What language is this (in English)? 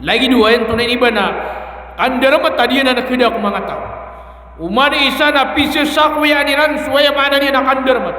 Maranao